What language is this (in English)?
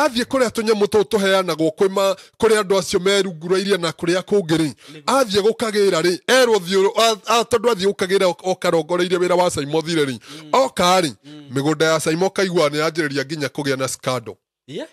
Kikuyu